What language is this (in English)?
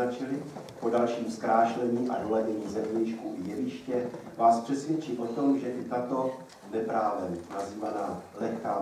Czech